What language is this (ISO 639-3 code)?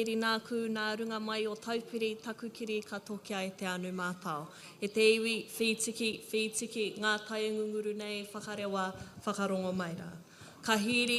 mri